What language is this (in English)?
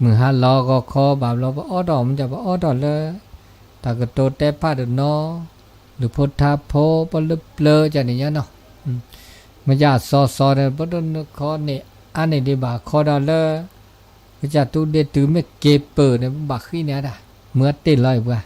S'gaw Karen